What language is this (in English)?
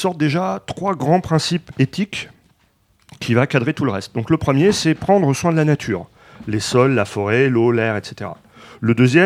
French